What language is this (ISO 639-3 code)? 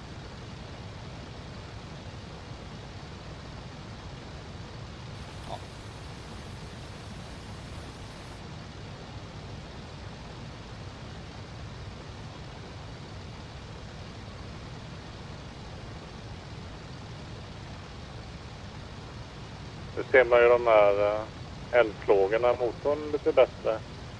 swe